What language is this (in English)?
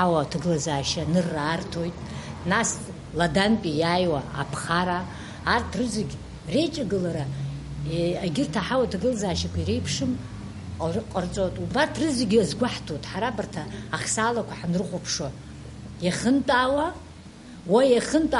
Abkhazian